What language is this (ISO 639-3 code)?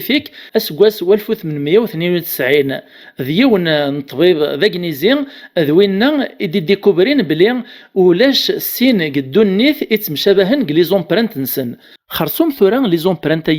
kab